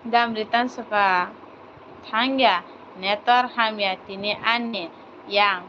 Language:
Kok Borok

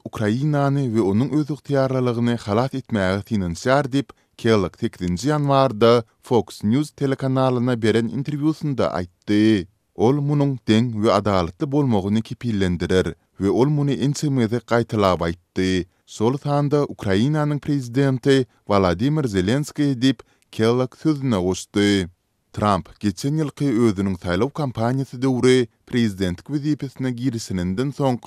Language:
Turkmen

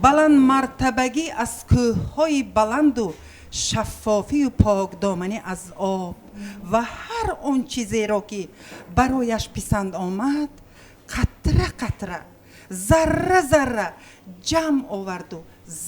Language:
Tajik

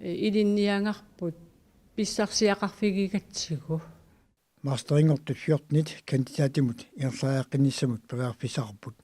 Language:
Kalaallisut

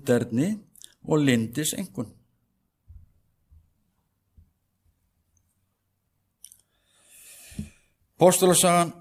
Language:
Icelandic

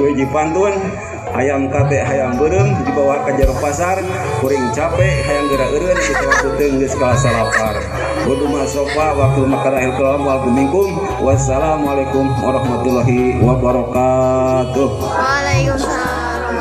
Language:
Sundanese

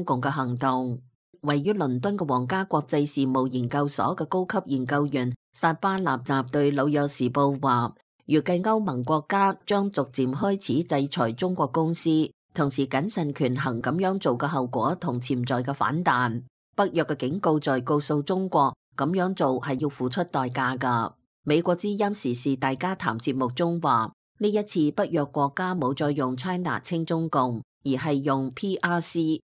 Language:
Cantonese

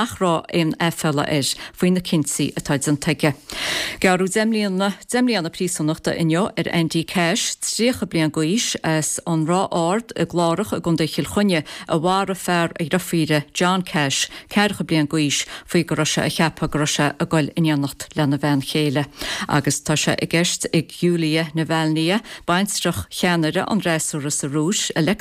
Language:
Irish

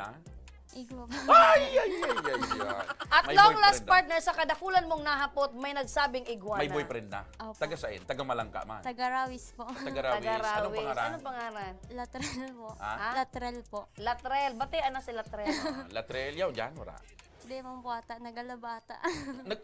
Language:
Bikol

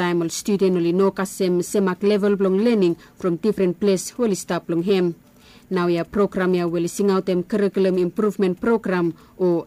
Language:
Bislama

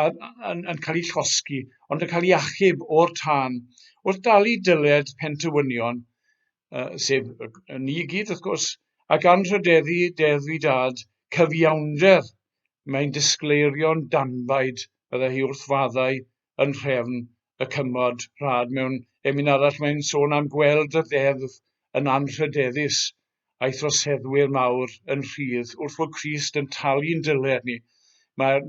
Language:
Welsh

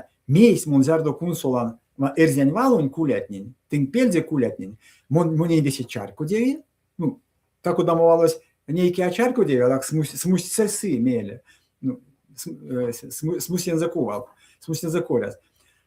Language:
Erzya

